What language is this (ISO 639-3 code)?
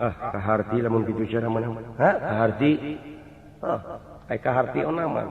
sun